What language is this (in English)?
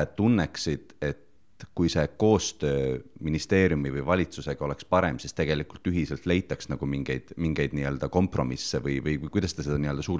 Estonian